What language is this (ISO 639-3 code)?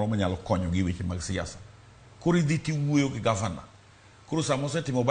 luo